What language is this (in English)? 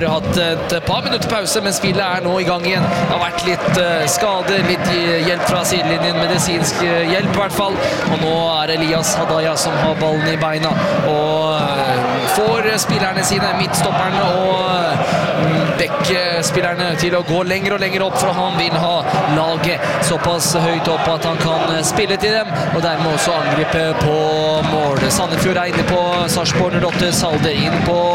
Norwegian